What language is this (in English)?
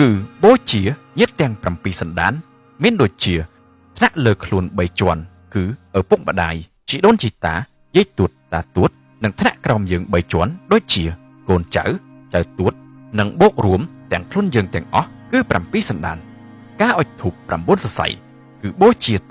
Khmer